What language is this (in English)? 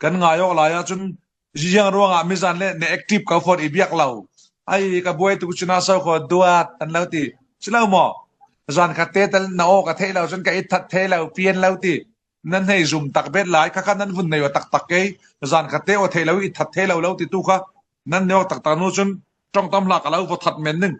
Falam Chin